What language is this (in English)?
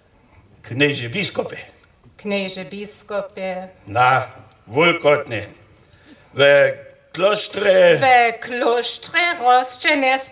Upper Sorbian